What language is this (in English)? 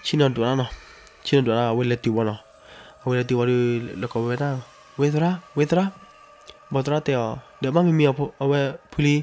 S'gaw Karen